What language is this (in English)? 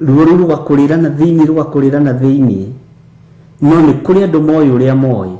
Kikuyu